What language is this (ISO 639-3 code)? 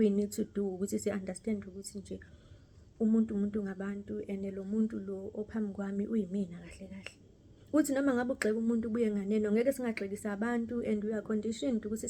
zul